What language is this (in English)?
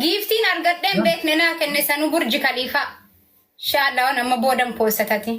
Oromo